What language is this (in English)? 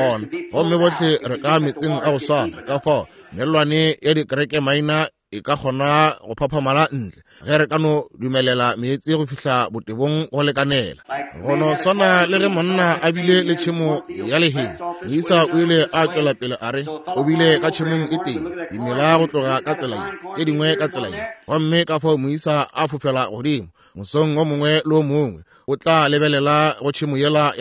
Northern Sotho